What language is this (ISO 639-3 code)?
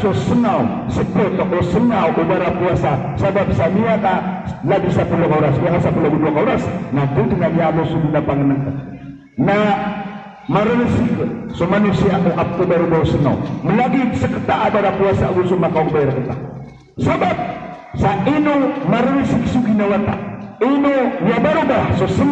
mrw